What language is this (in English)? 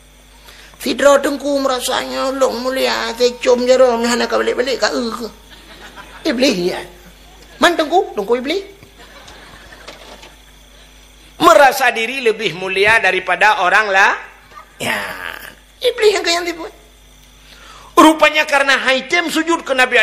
Achinese